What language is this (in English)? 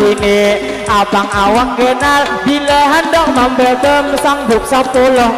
Banjar